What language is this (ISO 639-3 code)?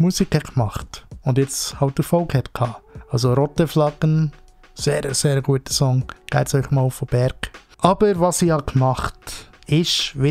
gsw